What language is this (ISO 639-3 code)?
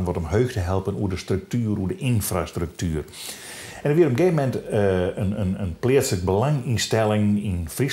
fry